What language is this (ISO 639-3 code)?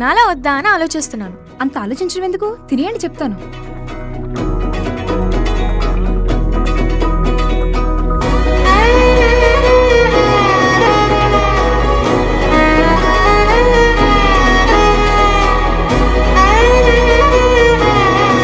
tel